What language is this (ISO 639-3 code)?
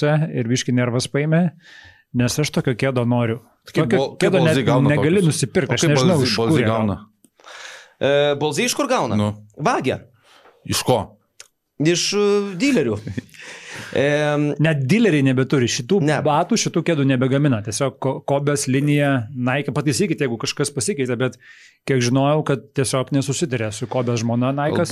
lit